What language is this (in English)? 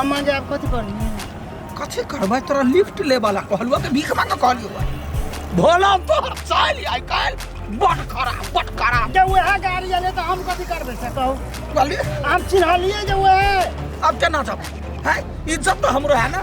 Maithili